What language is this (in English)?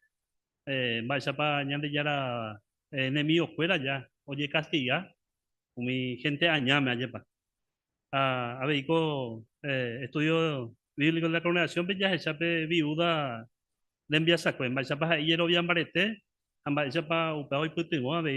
Guarani